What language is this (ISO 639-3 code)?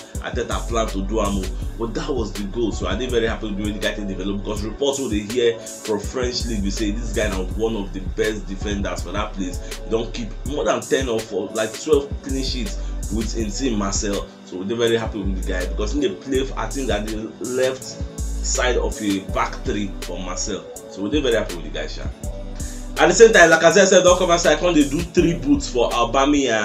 pcm